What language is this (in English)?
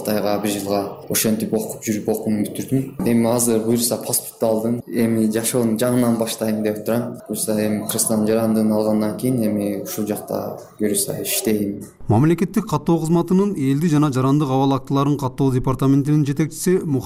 Kyrgyz